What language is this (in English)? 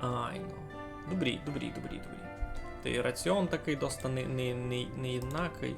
Rusyn